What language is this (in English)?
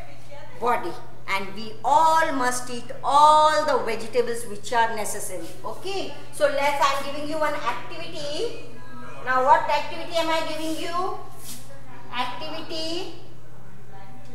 English